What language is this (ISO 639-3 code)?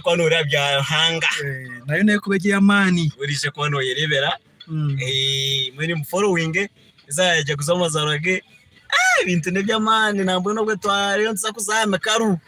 nyn